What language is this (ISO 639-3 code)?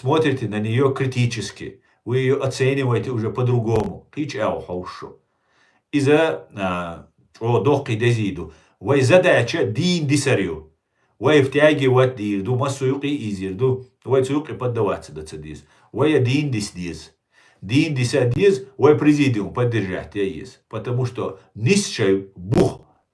che